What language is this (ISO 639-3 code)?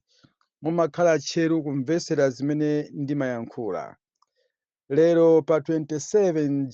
nya